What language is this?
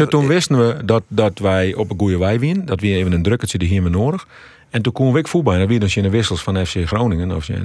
Western Frisian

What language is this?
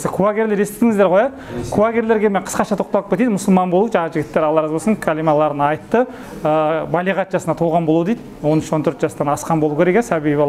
Kazakh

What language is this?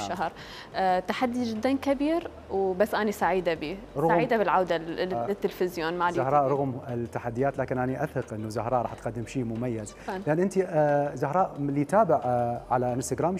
Mesopotamian Arabic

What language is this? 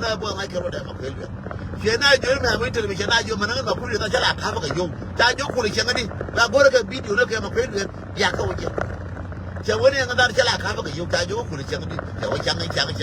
Nuer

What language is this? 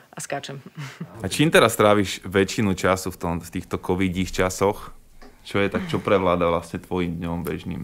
Slovak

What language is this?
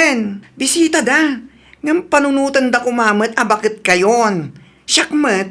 Iloko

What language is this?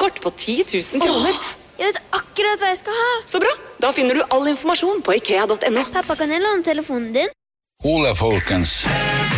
Norwegian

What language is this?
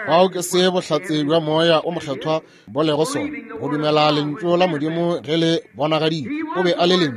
Northern Sotho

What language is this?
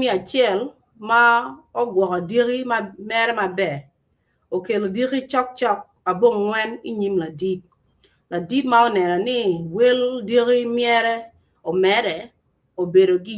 Acoli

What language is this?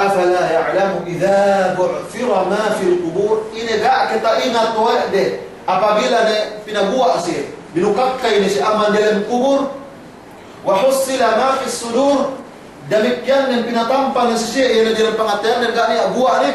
Yakan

